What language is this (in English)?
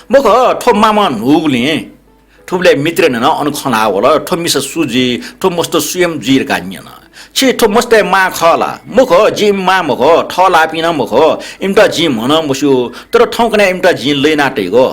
Newari